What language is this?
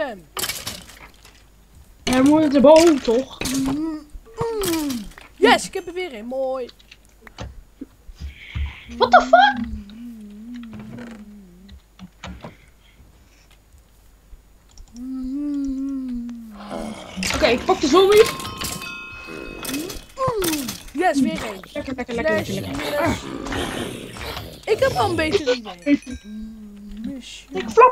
Dutch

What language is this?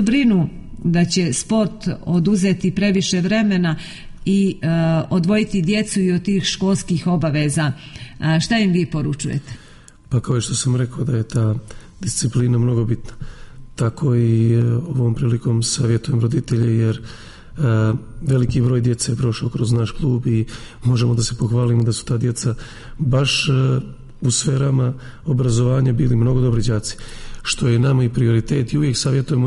Serbian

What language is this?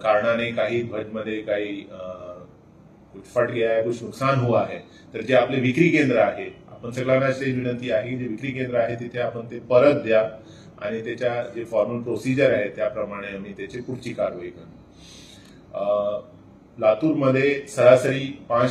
Marathi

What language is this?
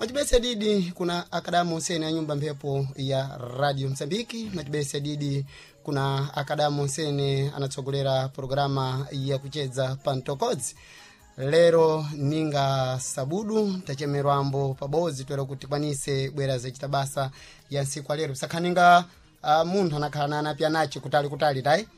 Sena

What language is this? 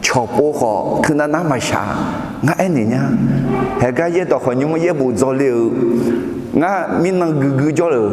Akha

